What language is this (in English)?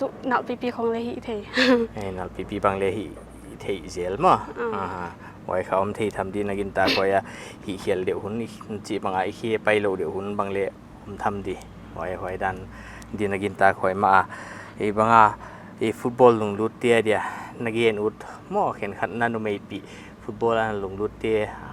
Paite Chin